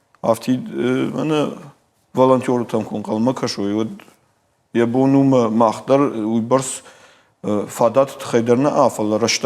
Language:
Ossetic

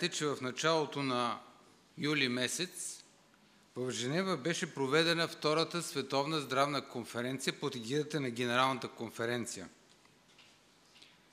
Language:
Bulgarian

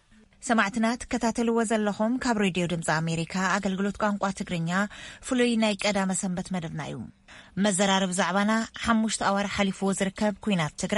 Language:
Tigrinya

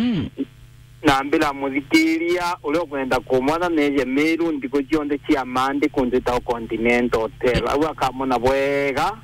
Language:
Meru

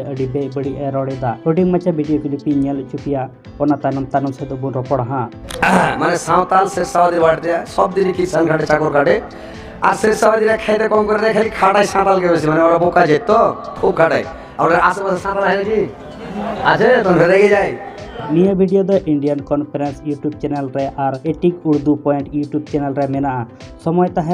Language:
Santali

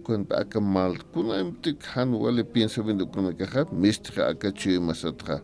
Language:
Aymara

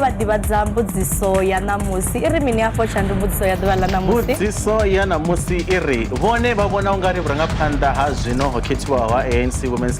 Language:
Venda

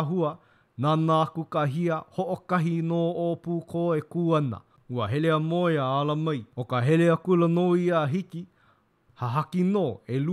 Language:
Hawaiian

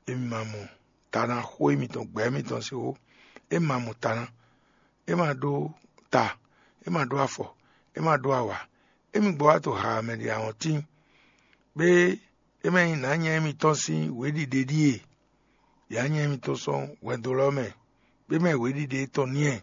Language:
Fon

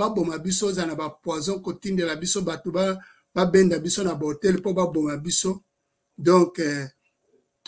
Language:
Lingala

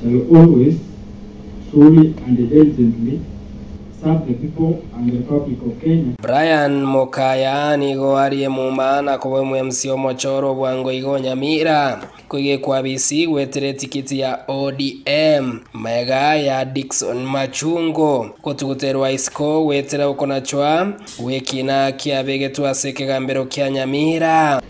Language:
Gusii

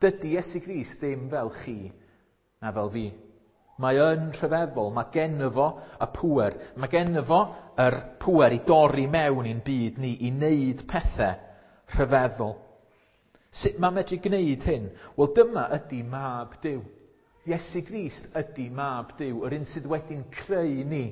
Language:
Welsh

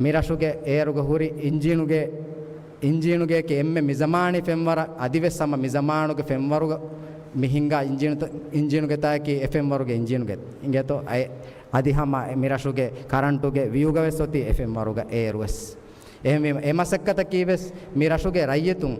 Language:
Divehi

